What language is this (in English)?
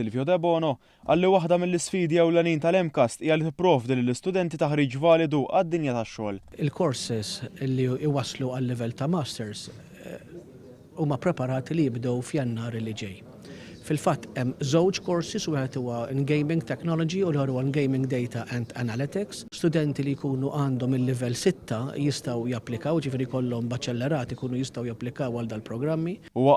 Maltese